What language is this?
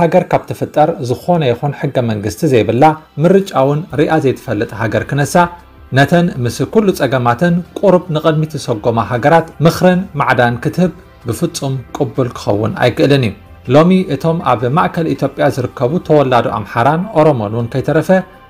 Tigrinya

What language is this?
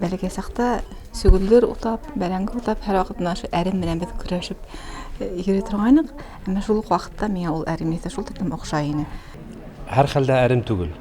Bashkir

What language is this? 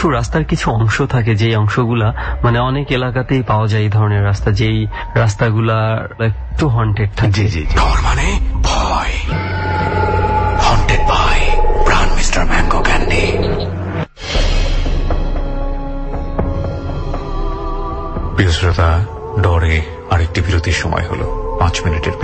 Bangla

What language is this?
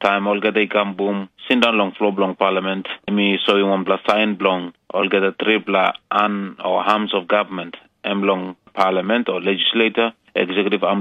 Tok Pisin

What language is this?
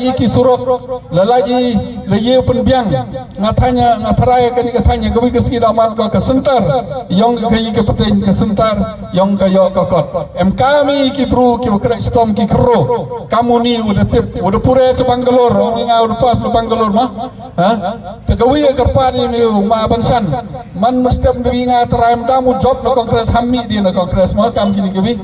Khasi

